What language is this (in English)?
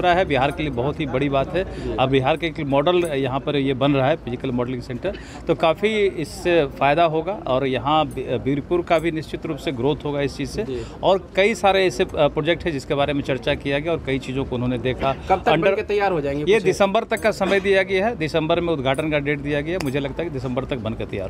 Hindi